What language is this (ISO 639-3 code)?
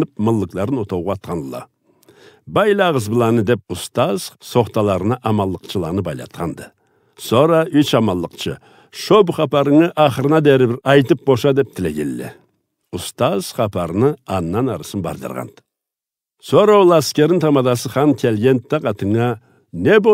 krc